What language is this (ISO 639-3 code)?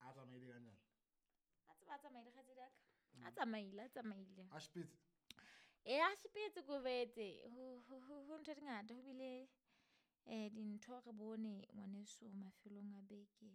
sot